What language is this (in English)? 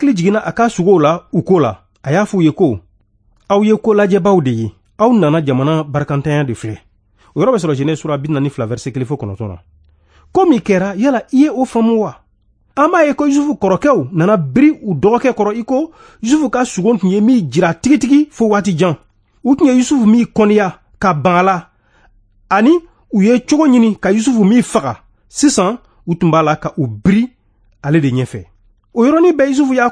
Bambara